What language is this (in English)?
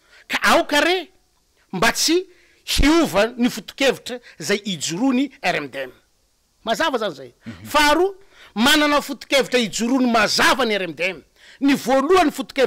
Malagasy